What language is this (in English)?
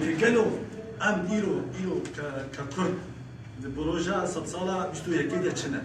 Kurdish